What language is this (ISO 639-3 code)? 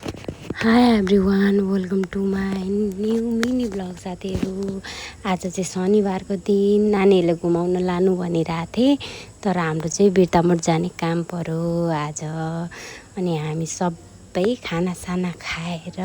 nep